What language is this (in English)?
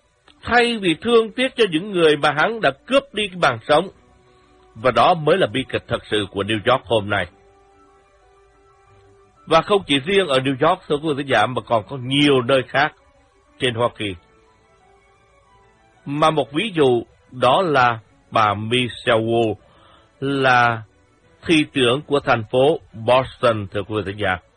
Vietnamese